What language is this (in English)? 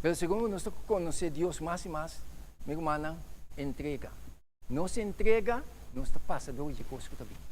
Papiamento